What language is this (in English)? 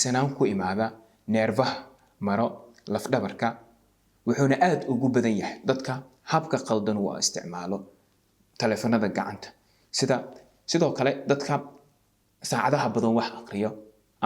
Somali